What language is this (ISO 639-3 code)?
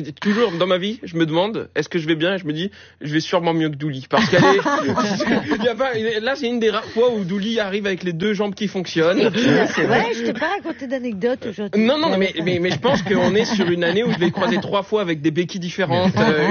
fra